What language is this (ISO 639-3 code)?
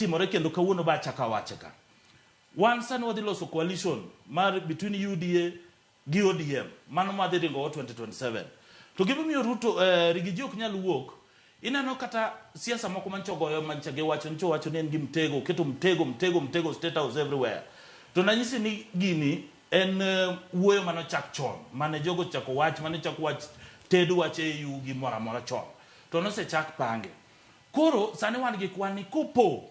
luo